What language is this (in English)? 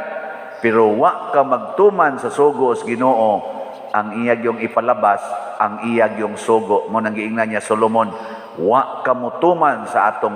Cebuano